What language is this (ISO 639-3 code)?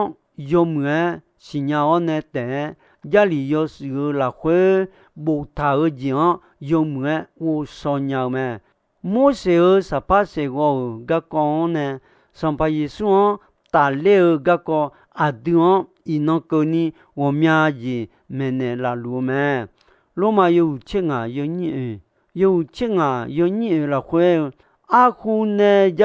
ahk